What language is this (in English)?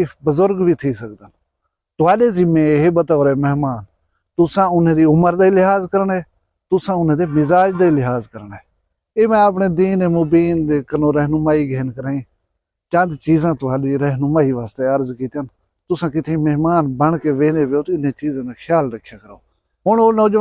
Saraiki